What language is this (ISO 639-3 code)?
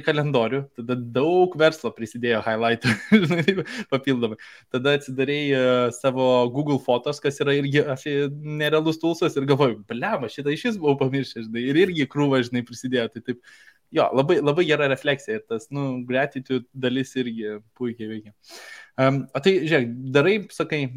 lit